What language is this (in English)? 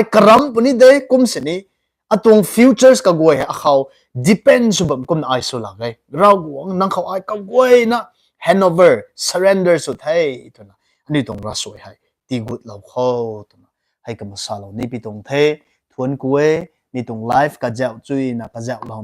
Rongmei Naga